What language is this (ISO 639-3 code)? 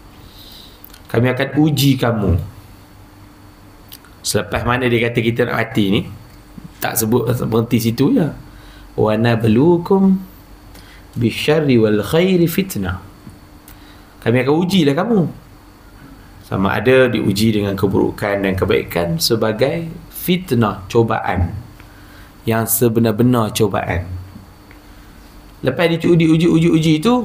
msa